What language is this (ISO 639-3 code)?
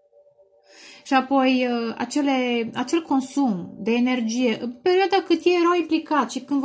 ron